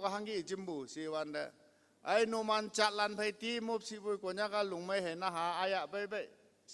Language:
Konyak Naga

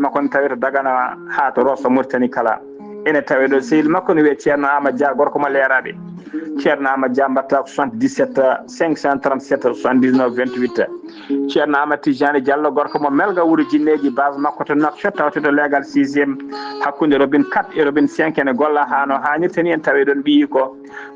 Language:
Fula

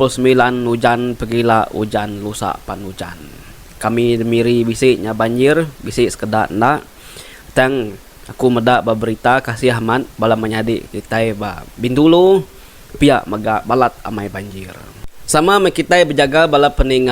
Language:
Iban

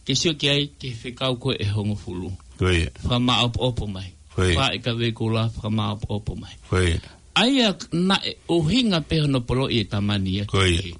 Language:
Tongan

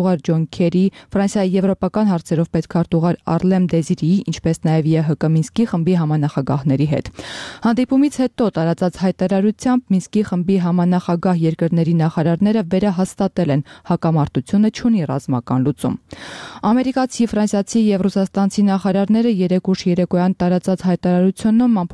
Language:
Armenian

